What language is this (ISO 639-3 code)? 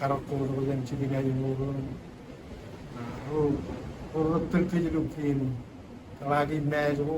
mah